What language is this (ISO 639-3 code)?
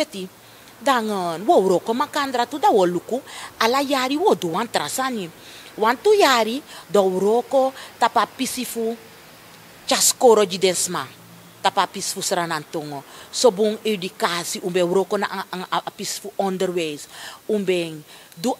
srn